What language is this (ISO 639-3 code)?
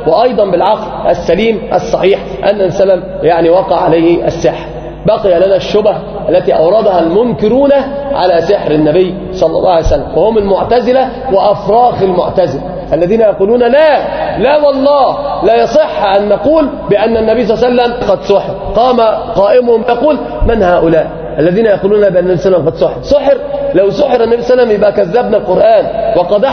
ara